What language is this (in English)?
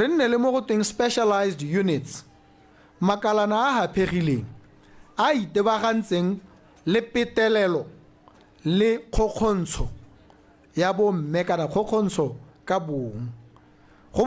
Tswana